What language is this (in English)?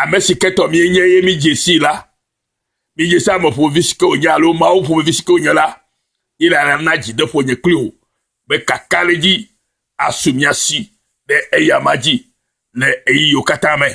Ewe